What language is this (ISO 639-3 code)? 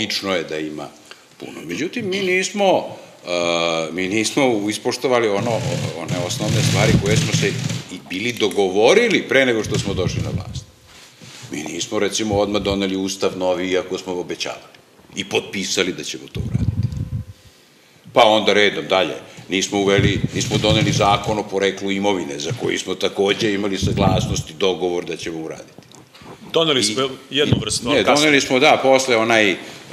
srp